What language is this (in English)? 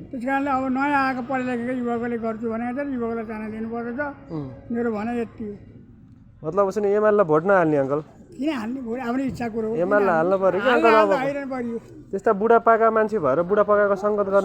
Nepali